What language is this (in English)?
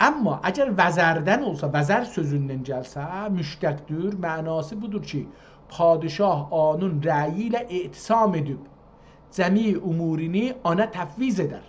South Azerbaijani